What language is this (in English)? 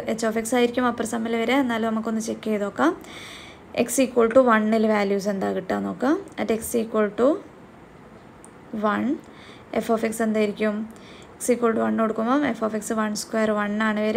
Malayalam